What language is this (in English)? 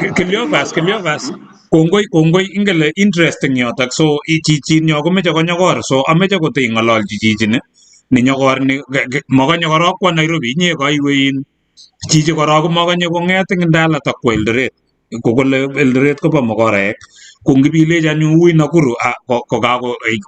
Kalenjin